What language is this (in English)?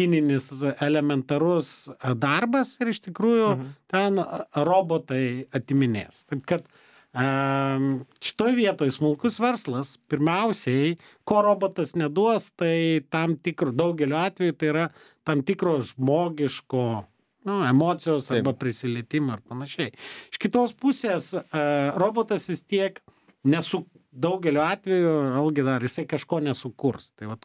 Lithuanian